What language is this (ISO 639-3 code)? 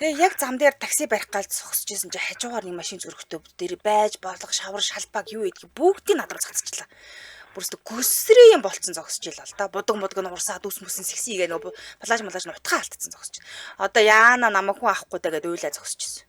mon